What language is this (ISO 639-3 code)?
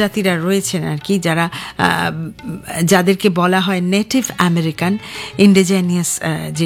ben